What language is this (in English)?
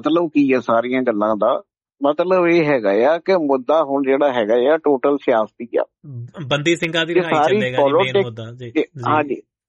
Punjabi